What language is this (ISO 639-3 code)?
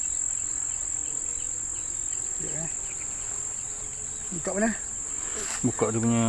msa